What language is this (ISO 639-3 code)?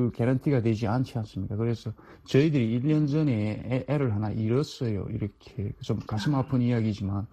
kor